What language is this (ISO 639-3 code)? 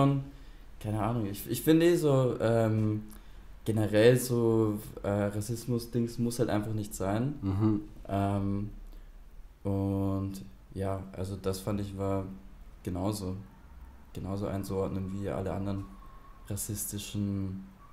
deu